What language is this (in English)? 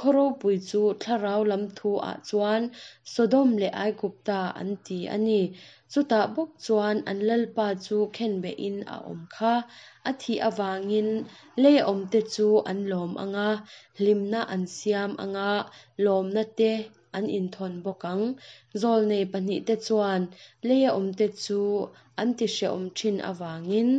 Mizo